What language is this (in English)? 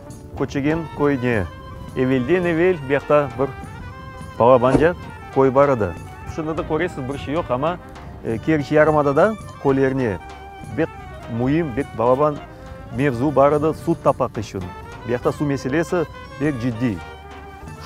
Crimean Tatar